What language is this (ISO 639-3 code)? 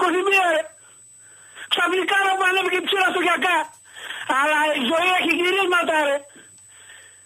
ell